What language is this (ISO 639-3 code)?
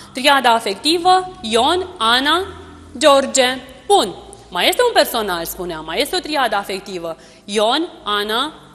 ron